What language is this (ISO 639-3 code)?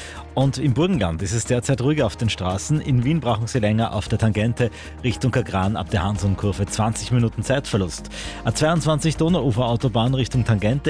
deu